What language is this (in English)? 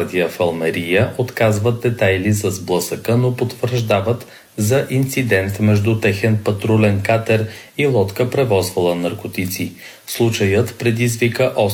Bulgarian